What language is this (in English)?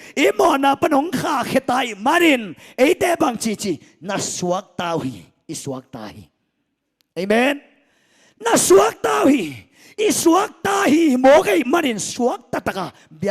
Tedim Chin